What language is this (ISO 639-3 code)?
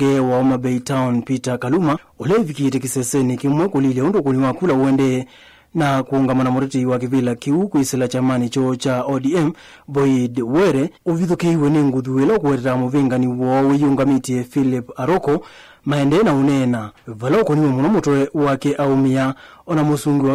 kam